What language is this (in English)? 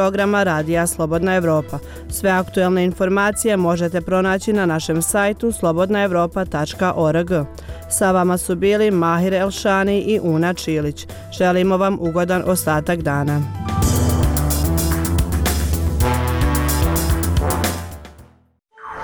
Bosnian